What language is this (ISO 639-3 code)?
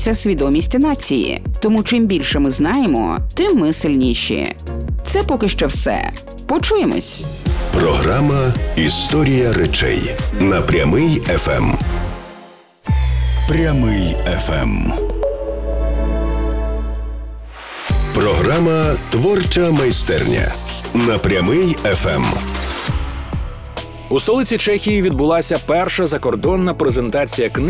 ukr